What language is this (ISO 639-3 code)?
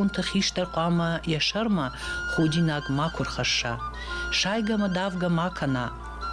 oss